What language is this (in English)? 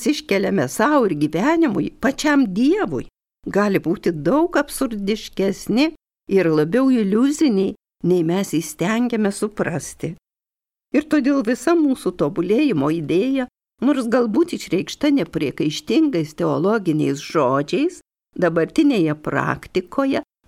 Lithuanian